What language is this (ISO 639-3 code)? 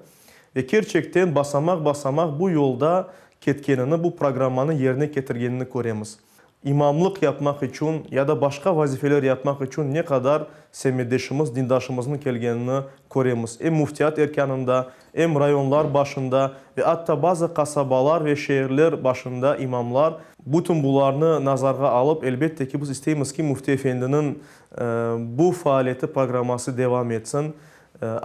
crh